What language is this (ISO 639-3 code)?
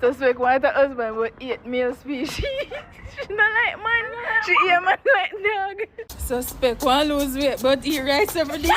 jam